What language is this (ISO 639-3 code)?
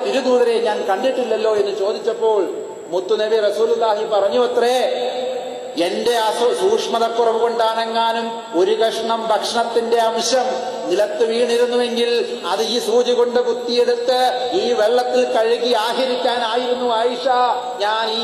mal